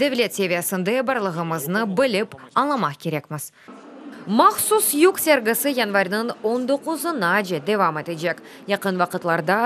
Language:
Crimean Tatar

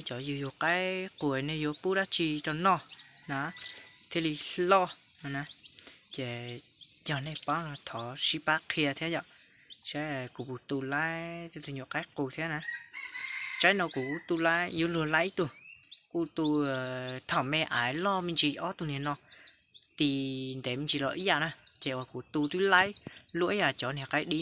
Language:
Hmong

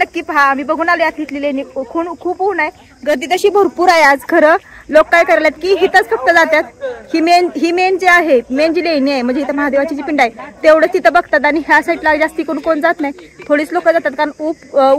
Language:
Marathi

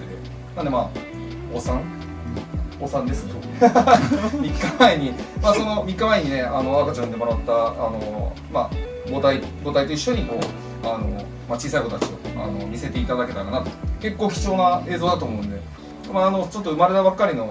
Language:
Japanese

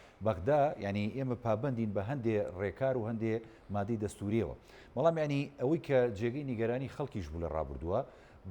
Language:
Central Kurdish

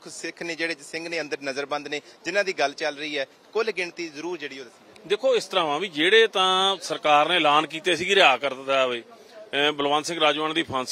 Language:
Punjabi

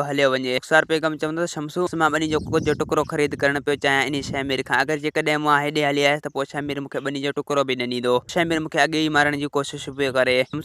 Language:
Sindhi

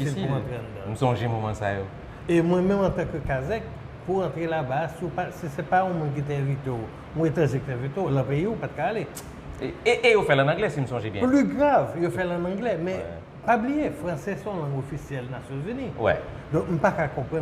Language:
Haitian Creole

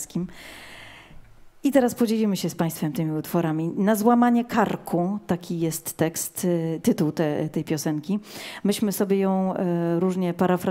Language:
Polish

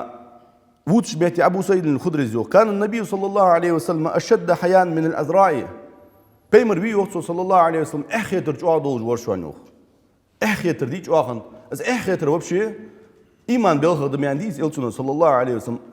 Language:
Ingush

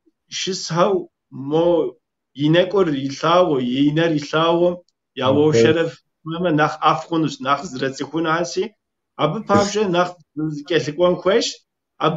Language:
Kabardian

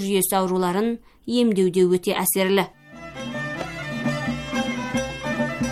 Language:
Kazakh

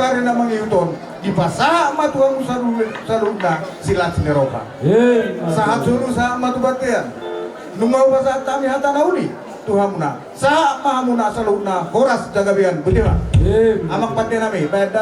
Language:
Batak Toba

